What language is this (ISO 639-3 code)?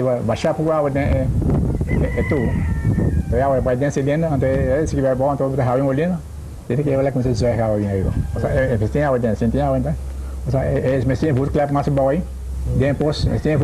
pap